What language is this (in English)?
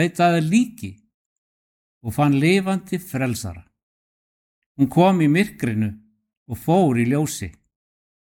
Icelandic